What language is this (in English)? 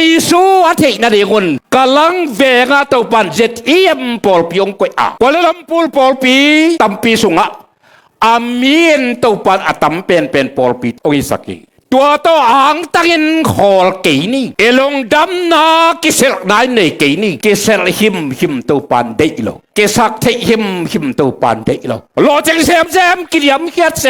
Tedim Chin